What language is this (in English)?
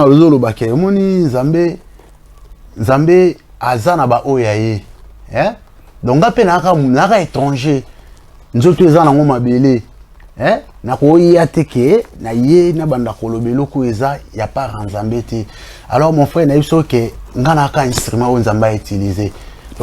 Lingala